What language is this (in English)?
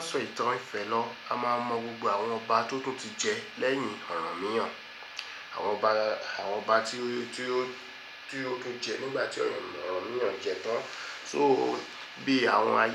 Yoruba